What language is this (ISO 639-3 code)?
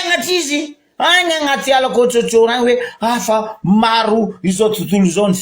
mlg